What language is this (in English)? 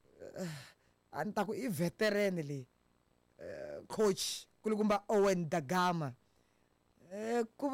Tsonga